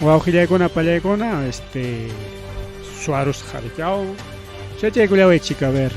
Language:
Ayacucho Quechua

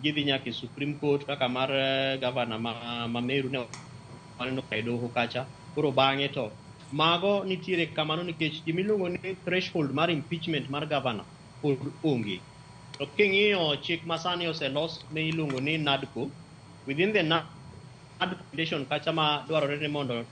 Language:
Luo (Kenya and Tanzania)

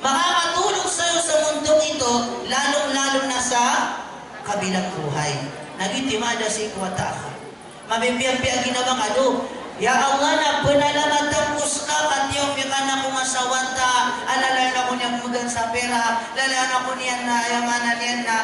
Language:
Maranao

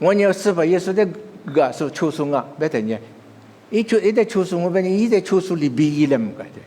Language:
Lisu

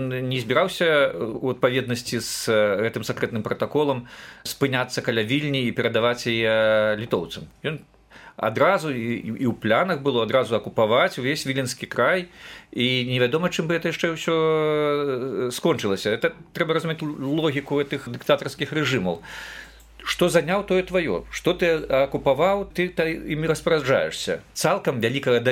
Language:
Belarusian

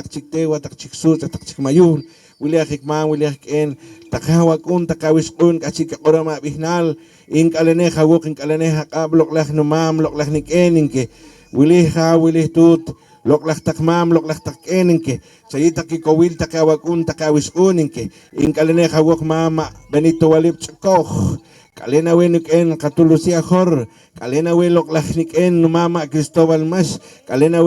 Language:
Poqomchi'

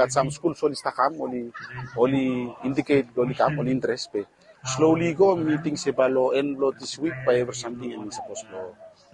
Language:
Bislama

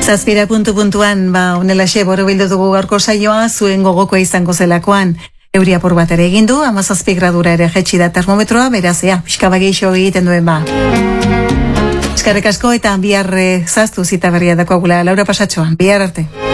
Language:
Basque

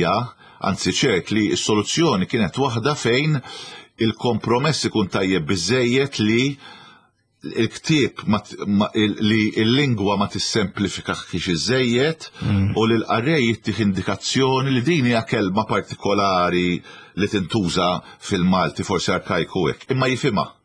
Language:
Maltese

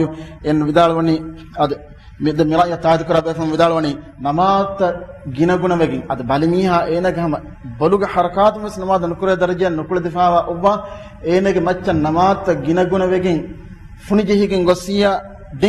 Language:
Divehi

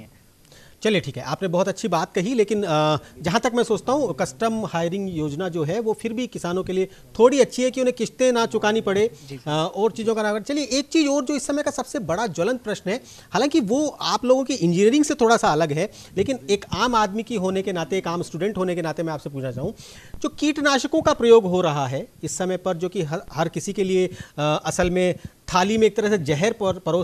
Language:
Hindi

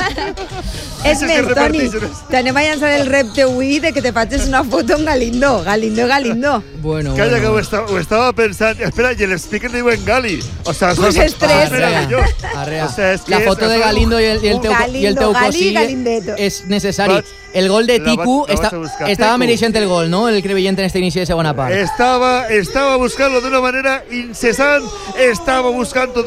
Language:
Catalan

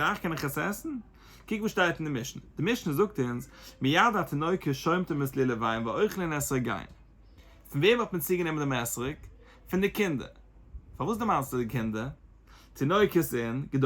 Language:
Yiddish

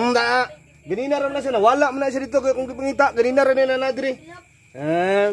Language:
Cebuano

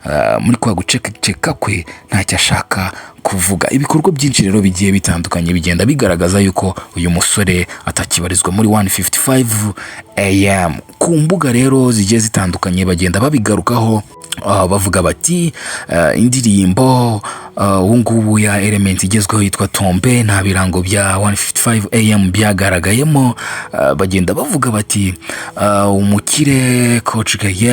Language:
Kinyarwanda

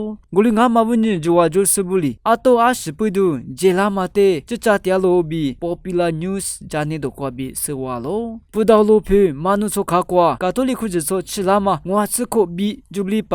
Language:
Lisu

